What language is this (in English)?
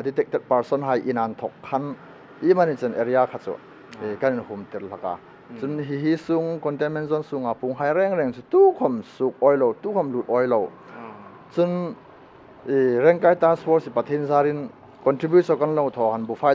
Hmar